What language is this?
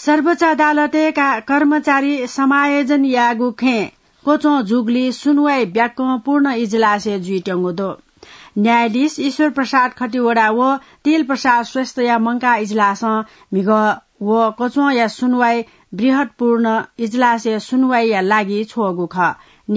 Newari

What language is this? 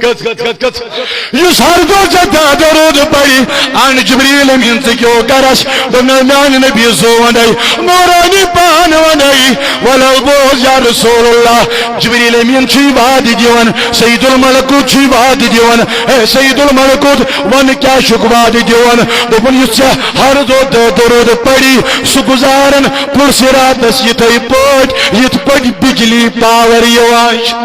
Kashmiri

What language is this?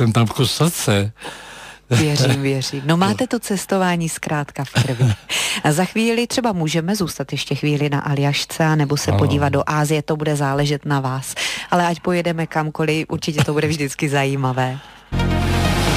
Czech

